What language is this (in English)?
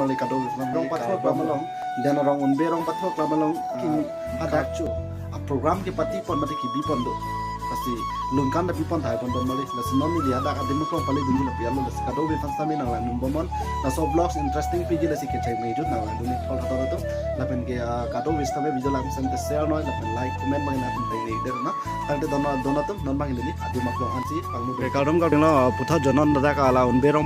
Karbi